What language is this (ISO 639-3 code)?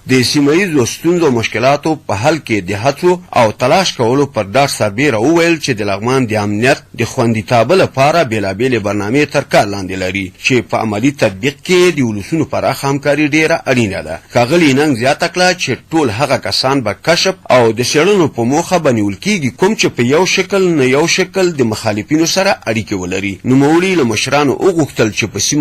pus